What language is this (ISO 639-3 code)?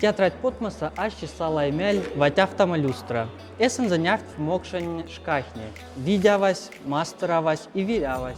mdf